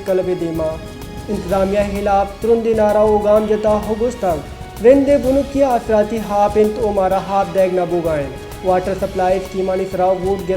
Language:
Baluchi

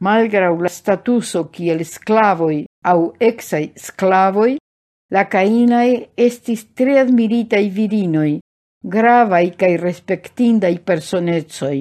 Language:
Esperanto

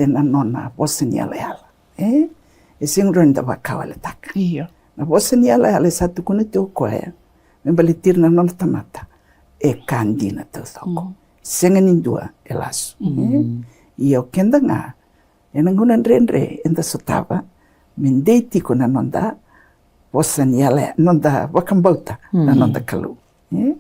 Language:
Fijian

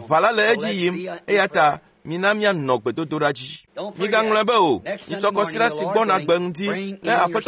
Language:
Ewe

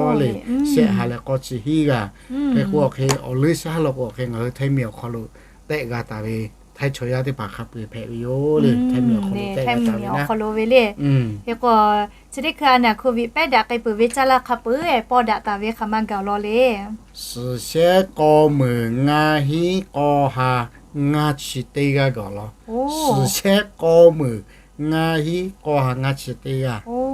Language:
Lahu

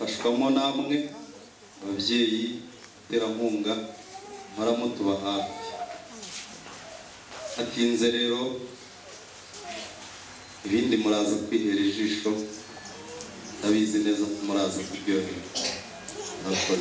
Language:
Kinyarwanda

